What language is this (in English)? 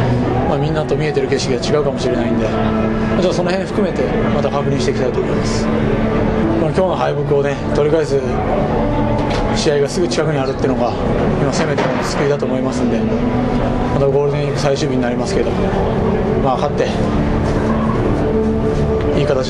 Japanese